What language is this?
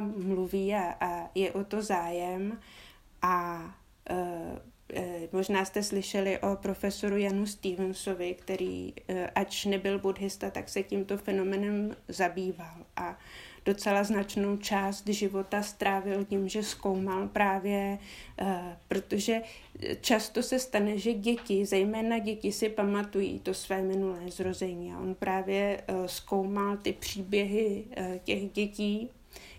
Czech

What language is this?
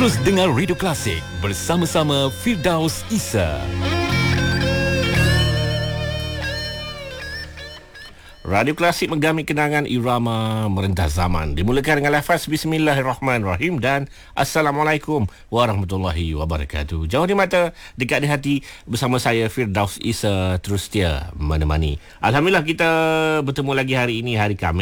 Malay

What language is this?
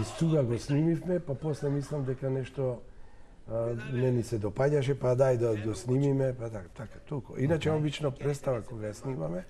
Macedonian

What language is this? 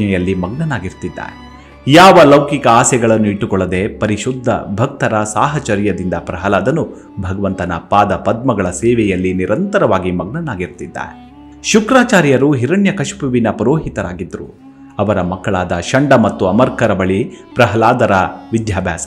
Kannada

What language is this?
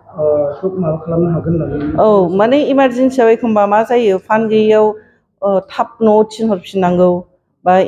Bodo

